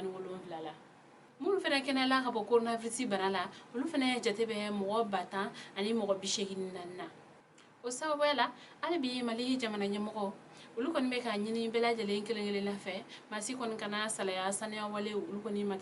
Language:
Bambara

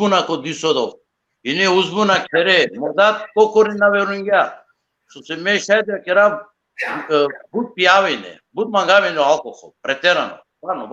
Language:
Balkan Romani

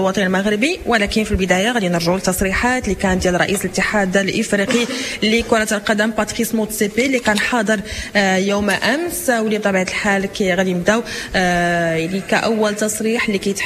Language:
Moroccan Arabic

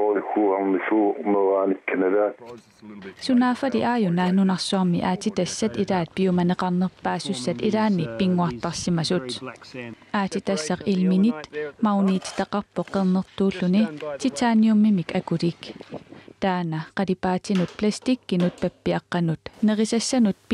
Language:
Kalaallisut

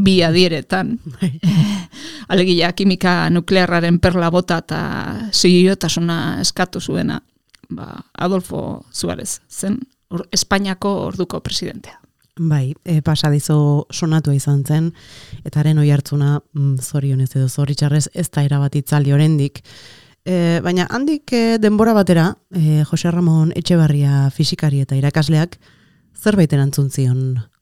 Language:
Basque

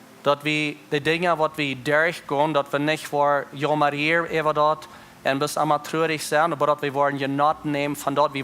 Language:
Plautdietsch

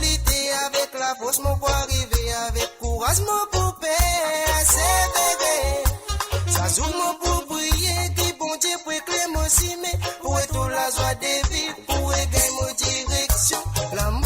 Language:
Morisyen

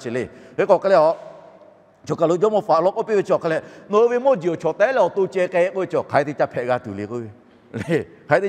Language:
Lahu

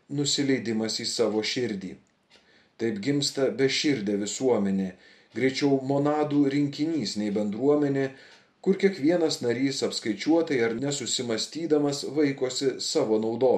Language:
Lithuanian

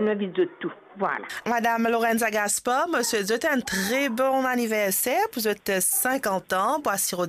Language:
Morisyen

